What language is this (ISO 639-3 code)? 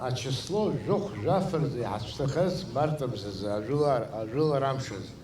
abk